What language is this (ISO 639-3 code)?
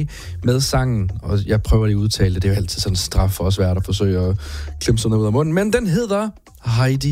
dan